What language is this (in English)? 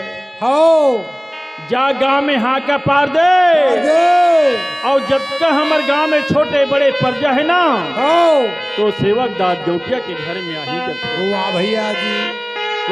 Chhattisgarhi